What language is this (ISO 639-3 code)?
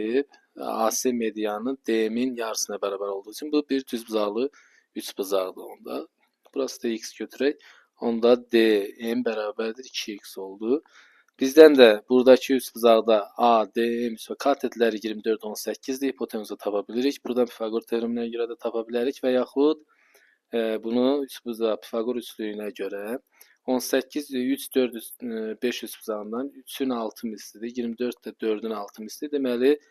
aze